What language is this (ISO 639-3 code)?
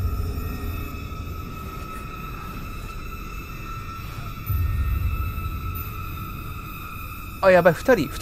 jpn